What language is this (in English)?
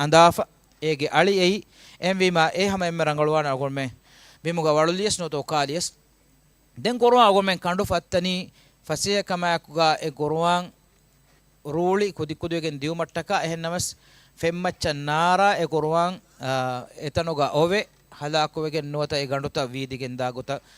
Divehi